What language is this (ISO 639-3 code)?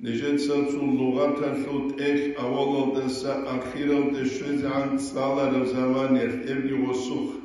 ava